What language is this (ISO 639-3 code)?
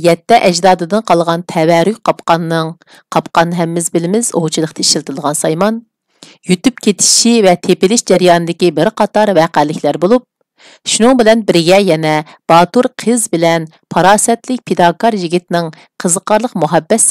uig